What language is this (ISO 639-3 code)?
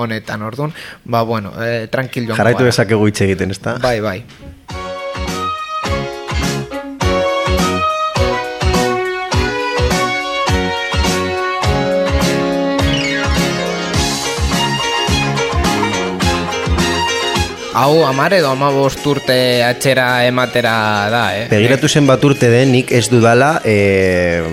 eus